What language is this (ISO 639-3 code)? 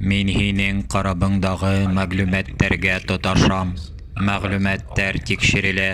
bak